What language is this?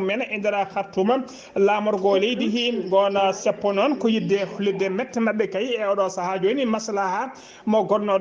Fula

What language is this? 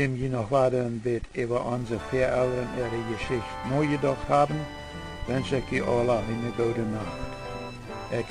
Plautdietsch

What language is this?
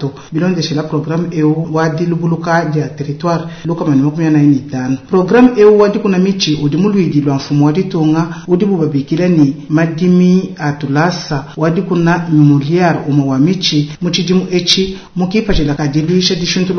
Luba-Lulua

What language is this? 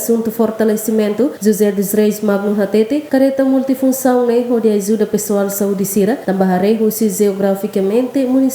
Tetum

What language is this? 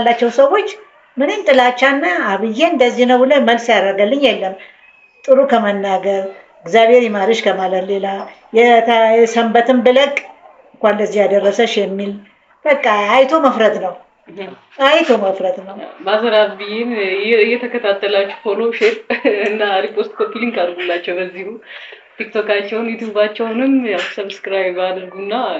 Amharic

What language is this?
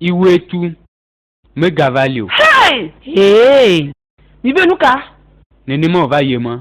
Ewe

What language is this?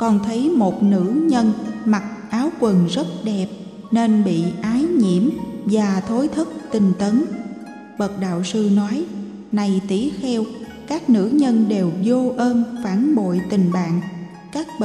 Vietnamese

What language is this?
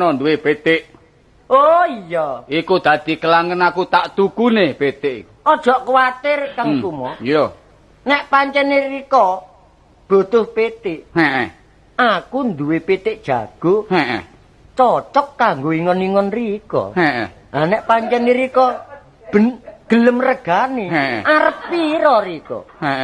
Javanese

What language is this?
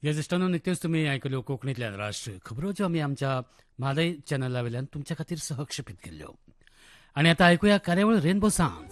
Konkani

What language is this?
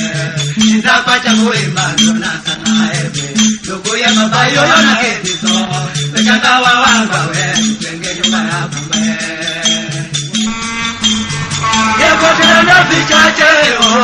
Swahili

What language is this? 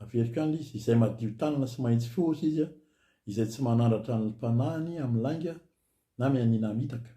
Malagasy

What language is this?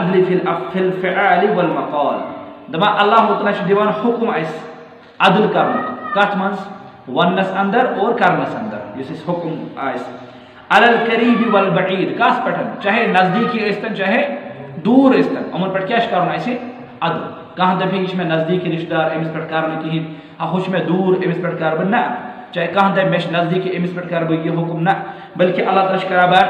Kashmiri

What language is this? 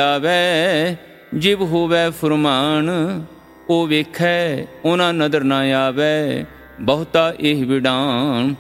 Punjabi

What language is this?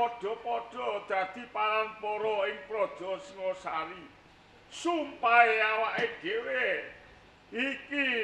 Javanese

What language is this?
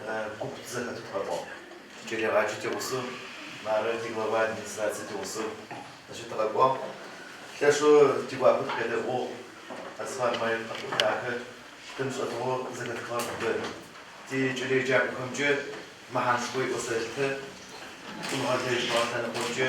Adyghe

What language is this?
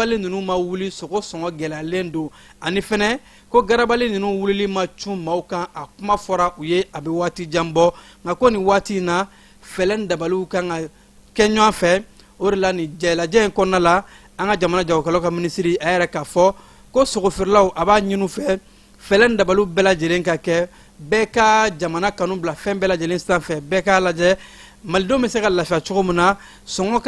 Bambara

